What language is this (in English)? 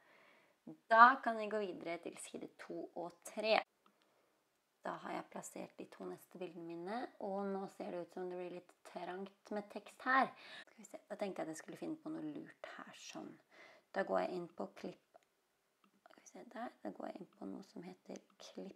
Norwegian